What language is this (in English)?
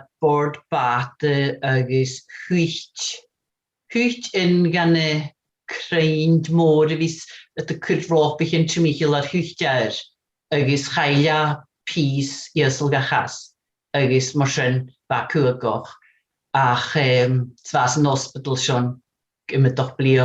Scottish Gaelic